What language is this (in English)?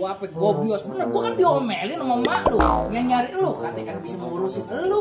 Betawi